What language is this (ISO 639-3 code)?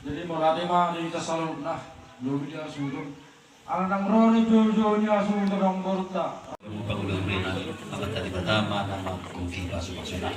bbc